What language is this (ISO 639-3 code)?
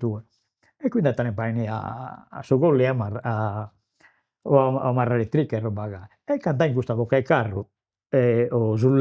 srd